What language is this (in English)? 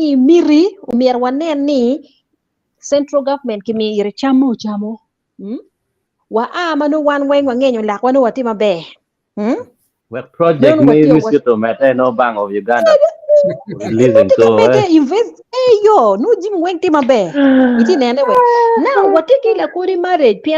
Acoli